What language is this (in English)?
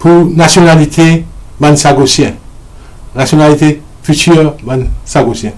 Morisyen